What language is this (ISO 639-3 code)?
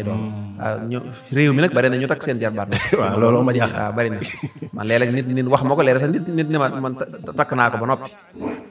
wol